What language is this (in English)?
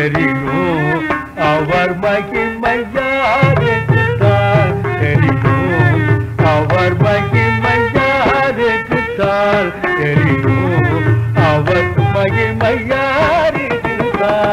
Tamil